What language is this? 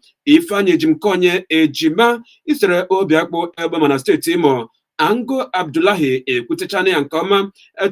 Igbo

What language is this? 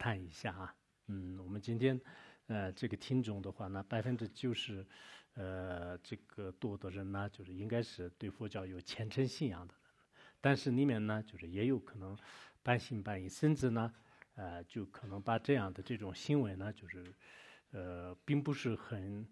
Chinese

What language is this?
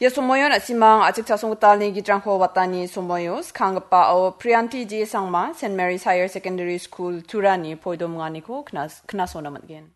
Garo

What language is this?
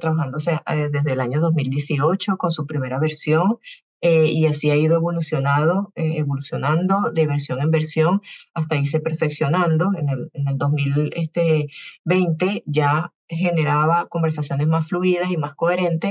Spanish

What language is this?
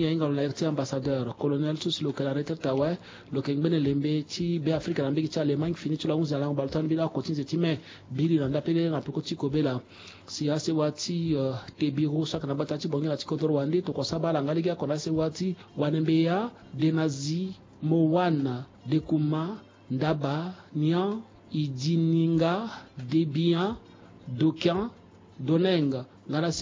Sango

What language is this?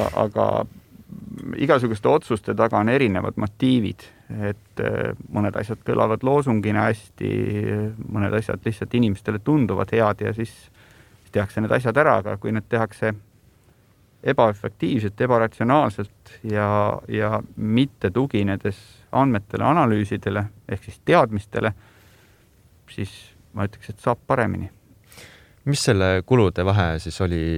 Estonian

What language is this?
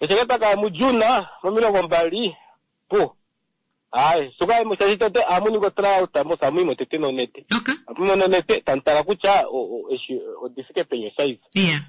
Kuanyama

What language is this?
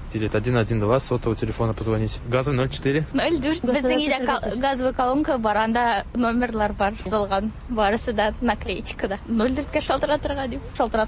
Tatar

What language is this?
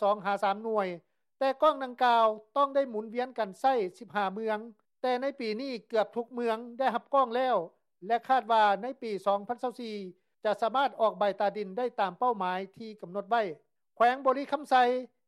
Lao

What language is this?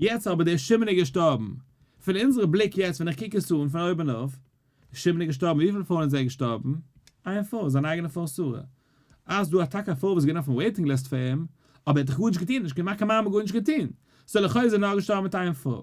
Yiddish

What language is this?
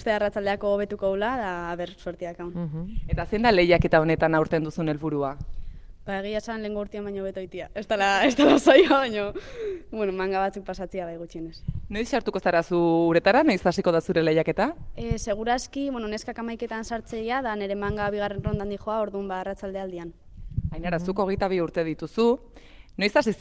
Basque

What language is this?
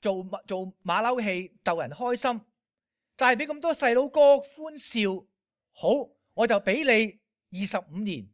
Cantonese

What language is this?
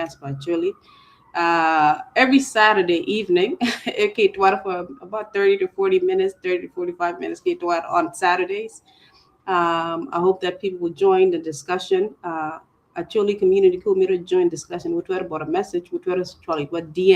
Acoli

